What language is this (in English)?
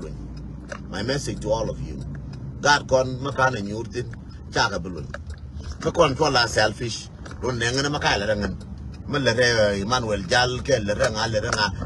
Nuer